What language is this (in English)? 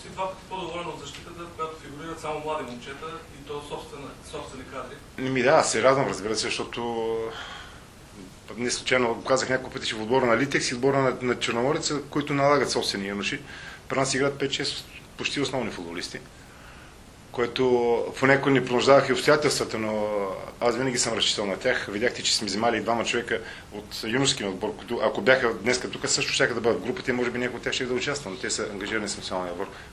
Bulgarian